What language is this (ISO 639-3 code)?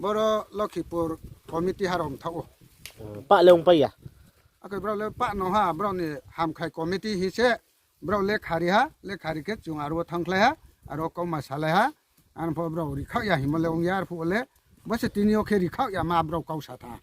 ria